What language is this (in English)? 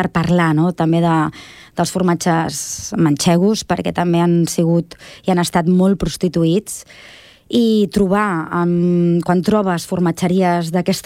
Catalan